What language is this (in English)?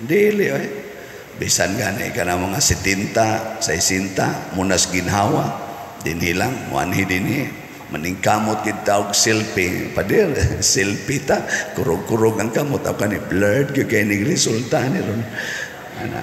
Cebuano